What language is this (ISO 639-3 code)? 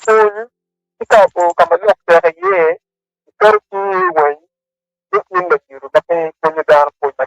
ach